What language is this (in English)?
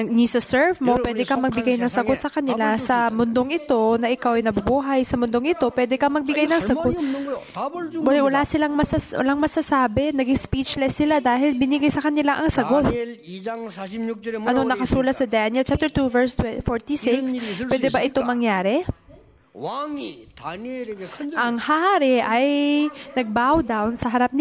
Filipino